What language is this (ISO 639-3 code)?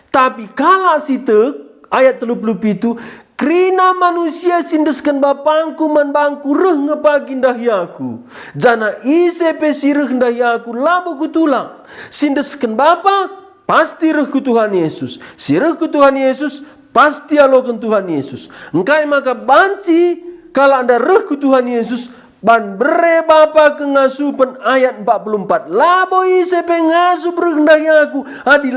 btx